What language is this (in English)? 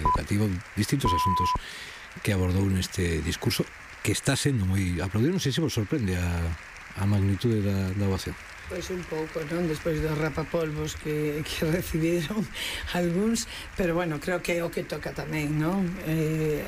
Galician